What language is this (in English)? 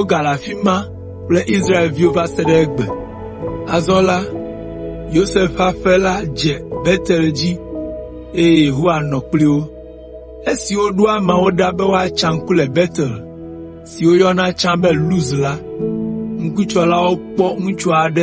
Ewe